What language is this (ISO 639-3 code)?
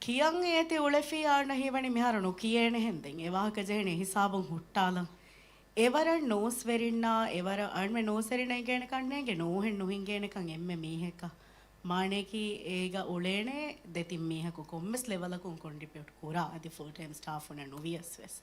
div